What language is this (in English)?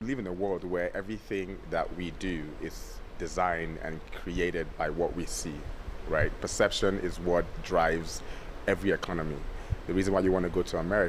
Tswana